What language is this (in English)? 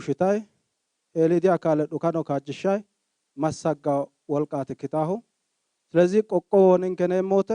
Sidamo